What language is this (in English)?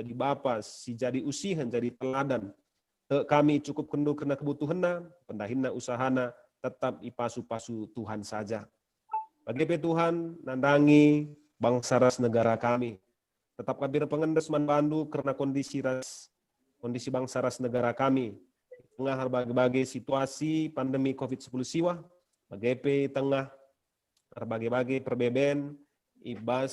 Batak Karo